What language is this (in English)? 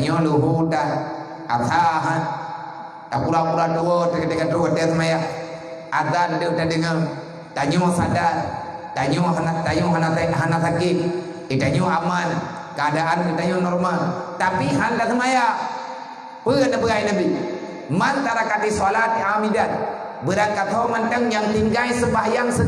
Achinese